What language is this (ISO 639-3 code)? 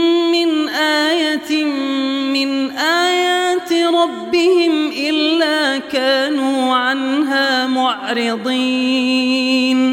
ara